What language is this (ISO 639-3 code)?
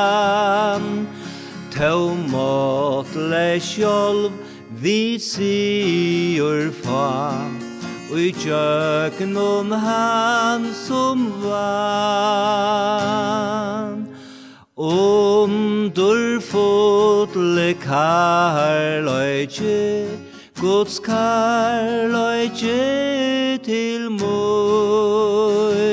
fao